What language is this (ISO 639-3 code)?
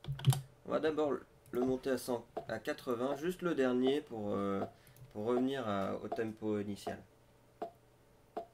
fra